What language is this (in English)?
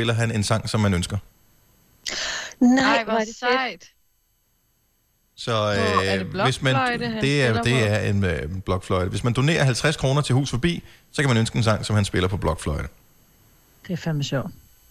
Danish